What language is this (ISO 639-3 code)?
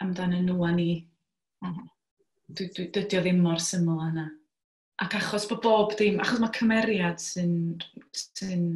cym